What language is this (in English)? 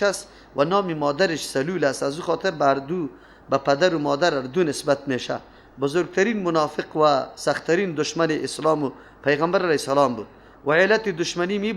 Persian